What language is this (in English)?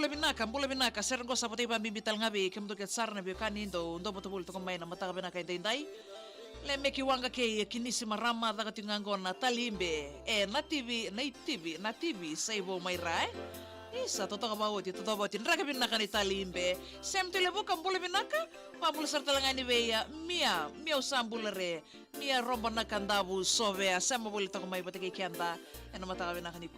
Fijian